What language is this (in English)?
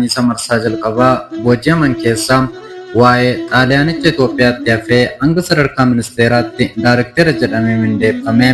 Oromo